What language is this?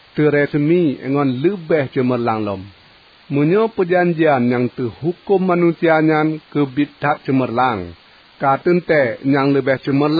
Achinese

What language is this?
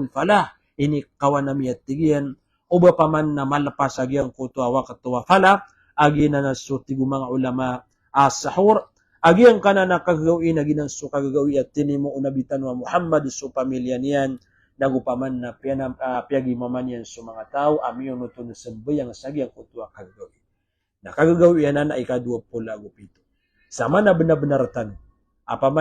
Maranao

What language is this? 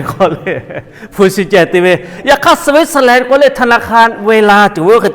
Lahu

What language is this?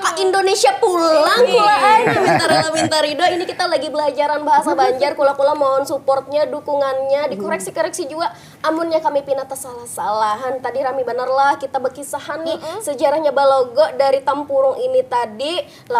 Banjar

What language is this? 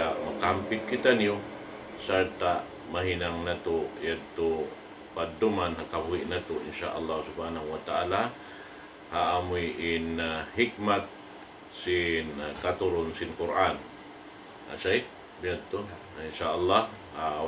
Tausug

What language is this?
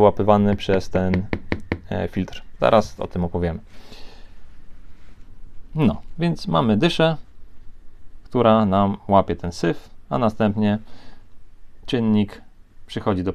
Polish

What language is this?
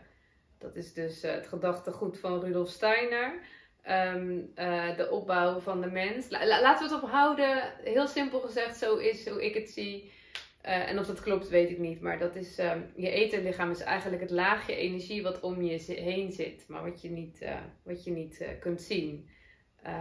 Dutch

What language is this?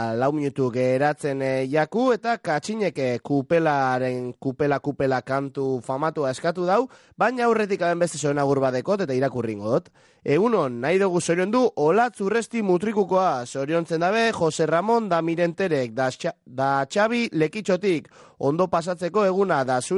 Basque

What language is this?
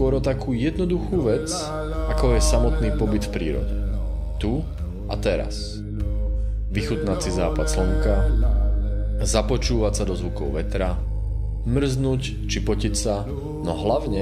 Slovak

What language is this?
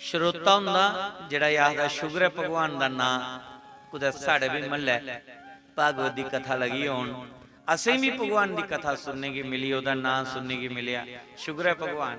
Dogri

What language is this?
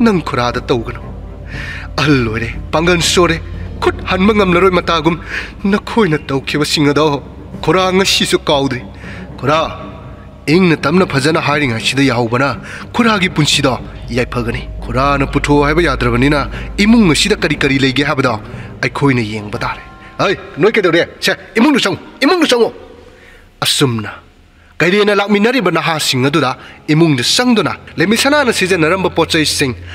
Manipuri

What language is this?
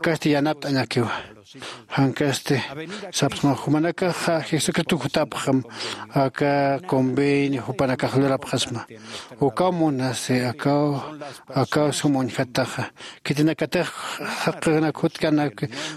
Aymara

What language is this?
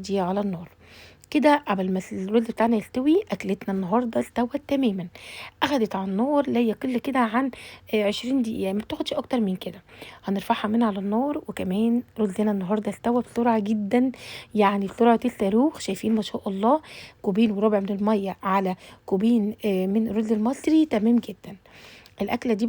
Egyptian Arabic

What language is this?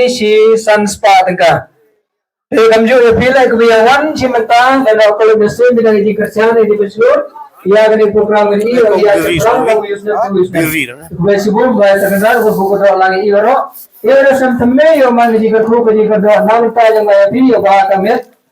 Khasi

